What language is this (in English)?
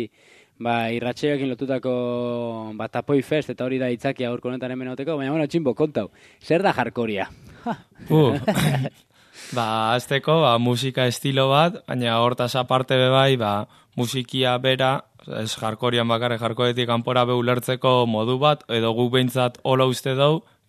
Basque